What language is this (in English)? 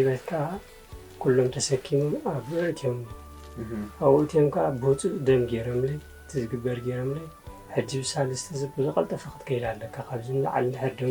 Tigrinya